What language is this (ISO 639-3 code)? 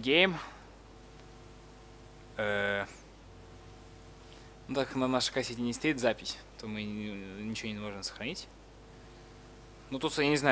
rus